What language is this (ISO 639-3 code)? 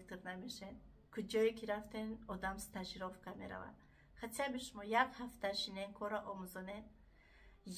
tgk